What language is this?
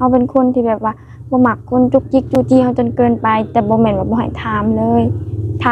Lao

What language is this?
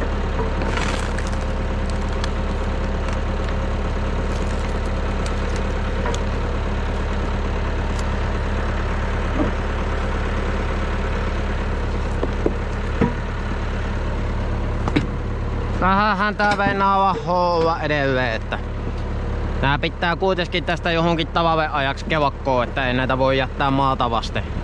Finnish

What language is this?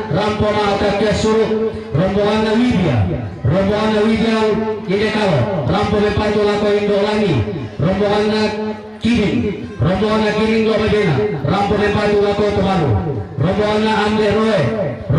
Toraja-Sa'dan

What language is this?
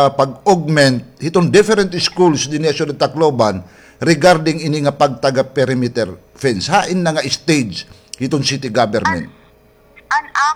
Waray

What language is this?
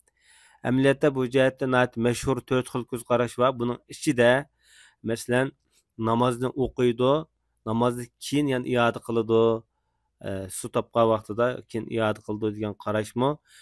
Uyghur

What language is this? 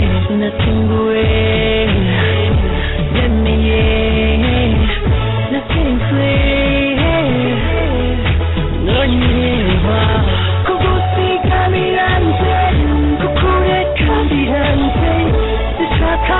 Kinyarwanda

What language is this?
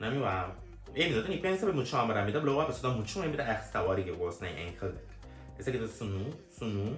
Papiamento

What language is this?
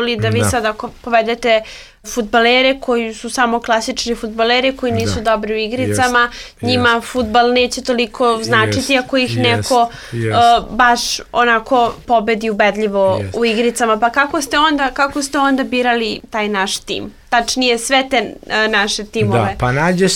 Serbian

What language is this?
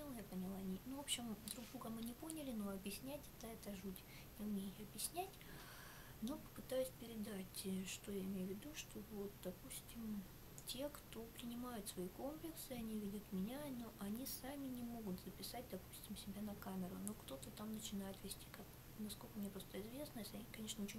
Russian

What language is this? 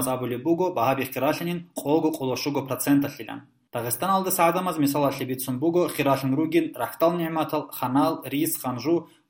Avaric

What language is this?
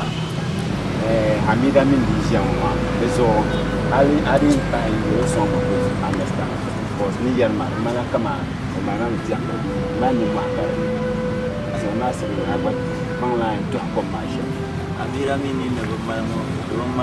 Dagbani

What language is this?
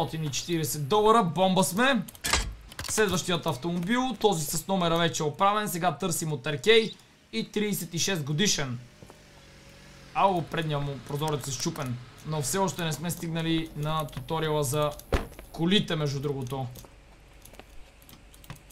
Bulgarian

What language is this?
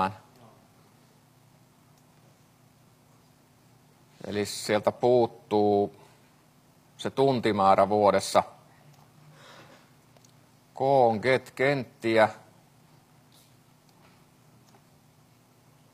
Finnish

